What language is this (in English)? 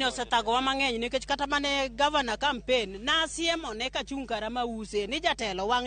Luo (Kenya and Tanzania)